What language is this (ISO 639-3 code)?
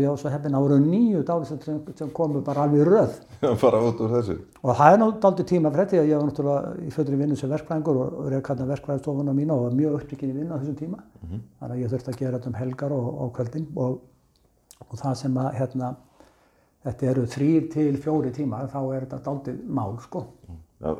isl